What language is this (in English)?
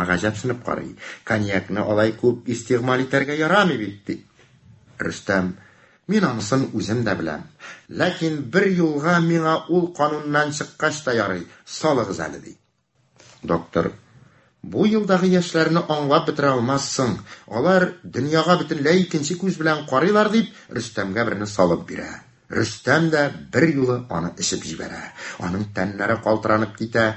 Tatar